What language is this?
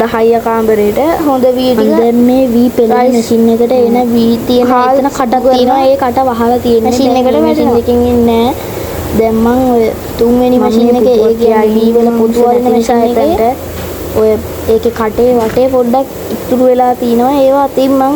Sinhala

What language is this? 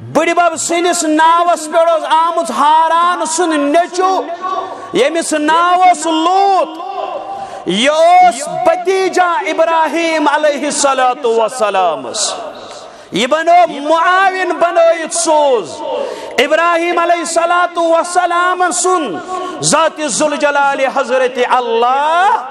Kashmiri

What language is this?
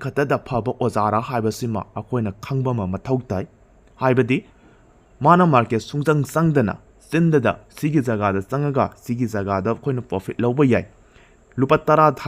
Manipuri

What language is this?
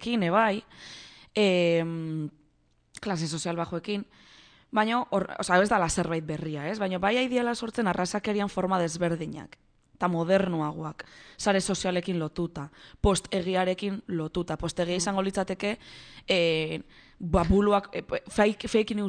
Basque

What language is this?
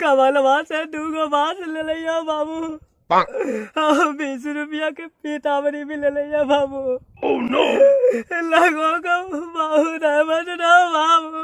Magahi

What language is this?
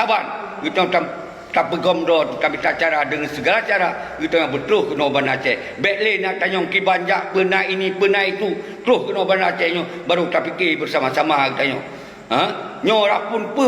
Achinese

